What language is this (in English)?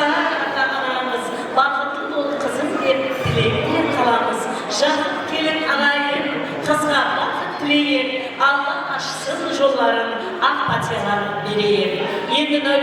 Kara-Kalpak